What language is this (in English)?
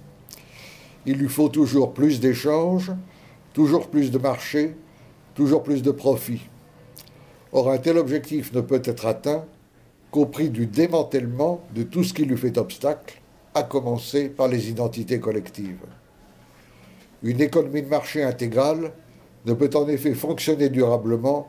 French